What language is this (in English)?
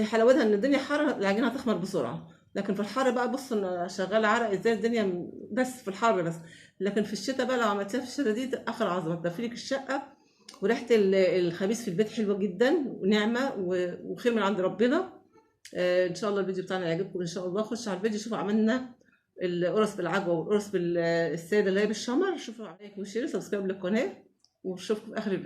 Egyptian Arabic